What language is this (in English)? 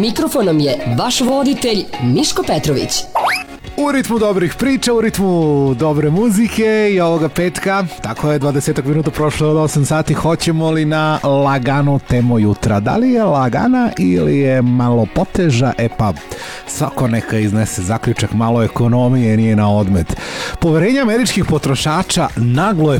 Serbian